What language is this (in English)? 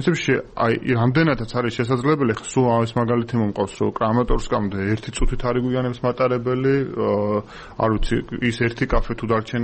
Georgian